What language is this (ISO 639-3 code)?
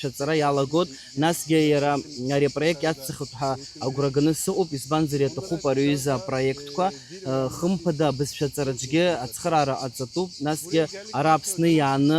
abk